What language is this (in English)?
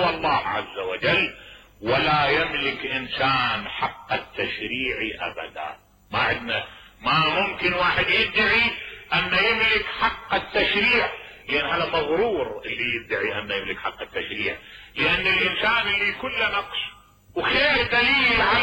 Mesopotamian Arabic